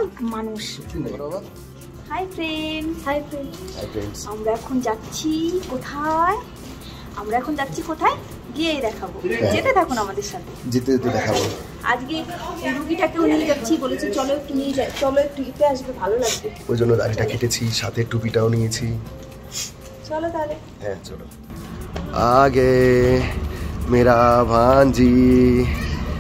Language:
Bangla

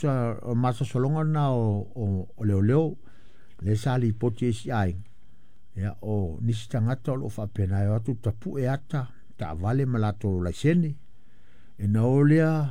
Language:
Samoan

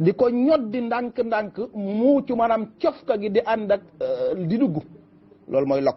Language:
Wolof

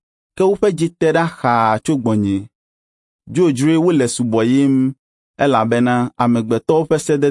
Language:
Ewe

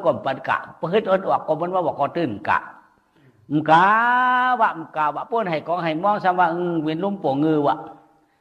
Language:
Shan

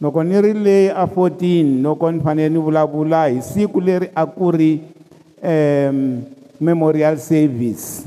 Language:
Tsonga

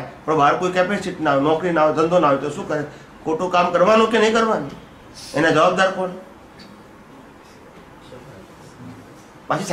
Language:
Gujarati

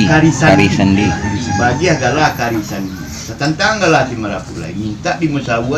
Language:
Minangkabau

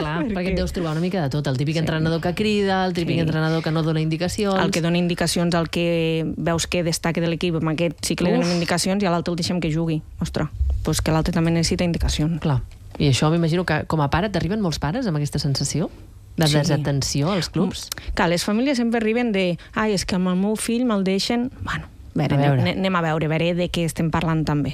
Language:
Catalan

